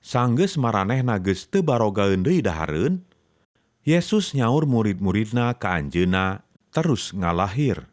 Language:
Sundanese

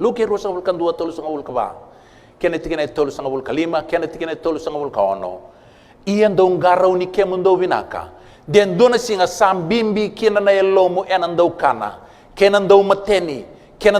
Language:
Fijian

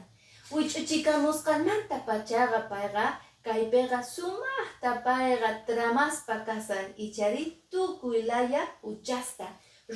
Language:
Quechua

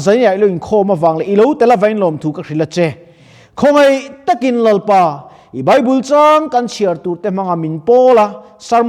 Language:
Mizo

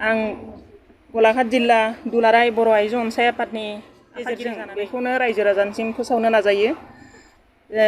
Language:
Bodo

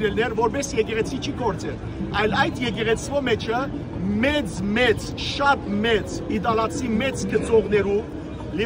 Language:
Western Armenian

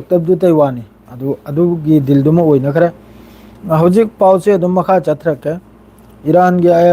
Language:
Manipuri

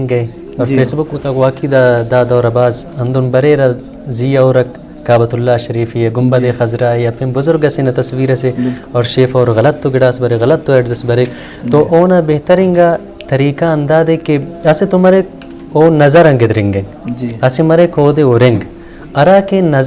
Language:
Brahui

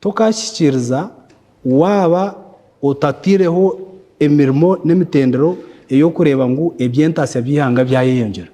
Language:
Nyankole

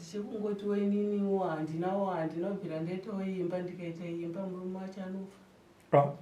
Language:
Shona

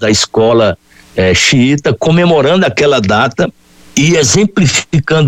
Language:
Portuguese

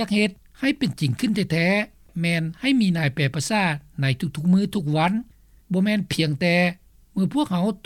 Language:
Lao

